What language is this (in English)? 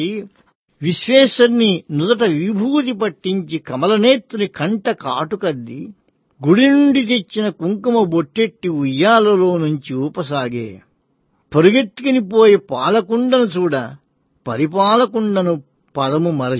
Telugu